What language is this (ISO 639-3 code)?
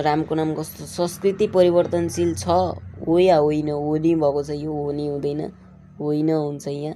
nep